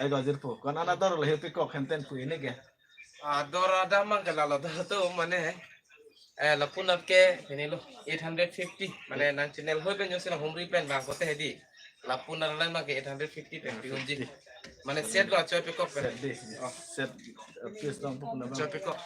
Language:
Karbi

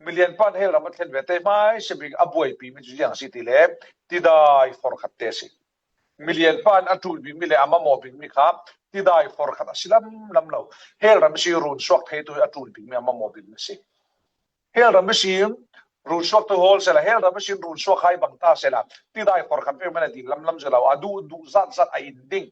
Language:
Falam Chin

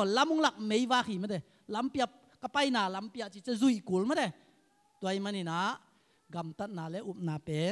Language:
Tedim Chin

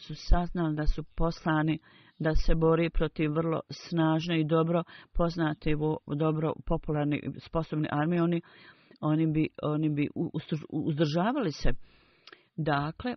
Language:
Bosnian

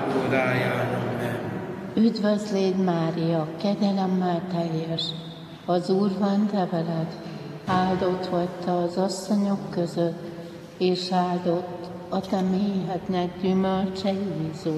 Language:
Hungarian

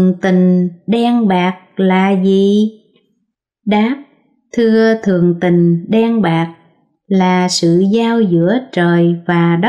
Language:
Vietnamese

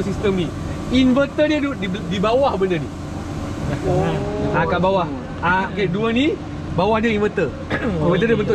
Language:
Malay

